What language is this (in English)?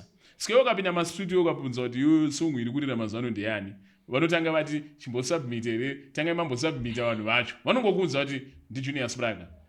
Shona